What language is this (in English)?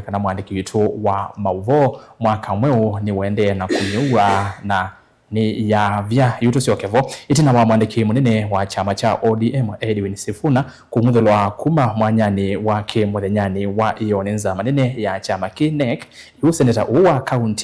Kamba